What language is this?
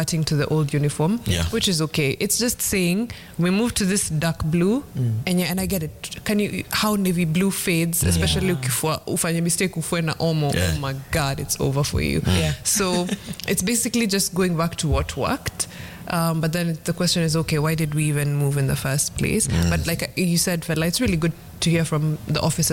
Swahili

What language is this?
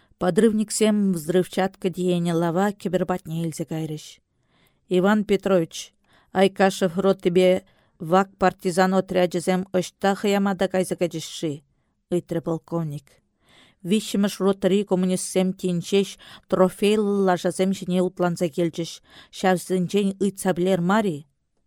Chuvash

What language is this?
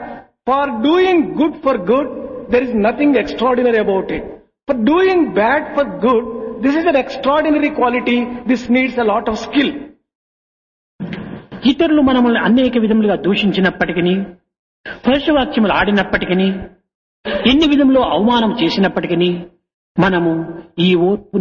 Telugu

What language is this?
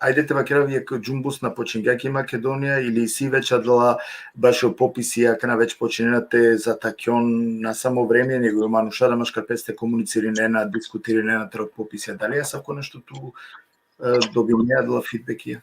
Balkan Romani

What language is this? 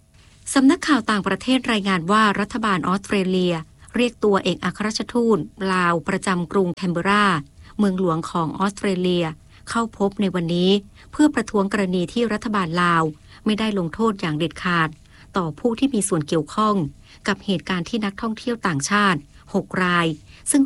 Thai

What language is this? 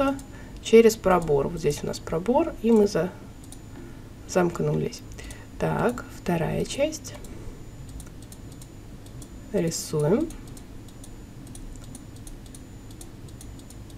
Russian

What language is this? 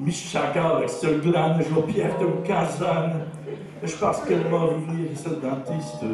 Picard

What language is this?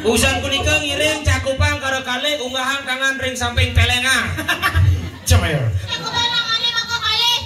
Balinese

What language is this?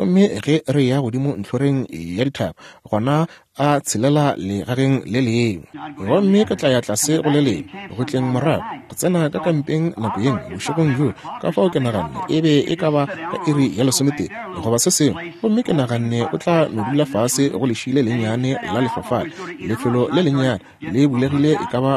Northern Sotho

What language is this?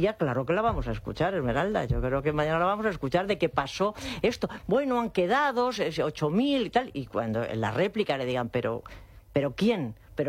Spanish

